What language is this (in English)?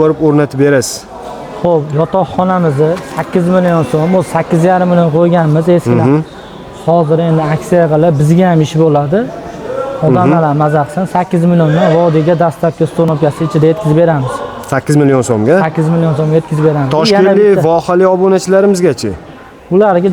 Uzbek